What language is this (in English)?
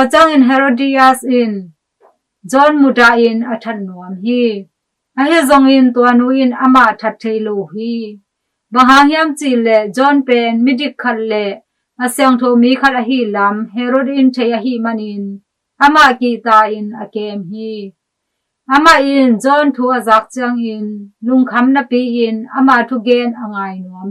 Tedim Chin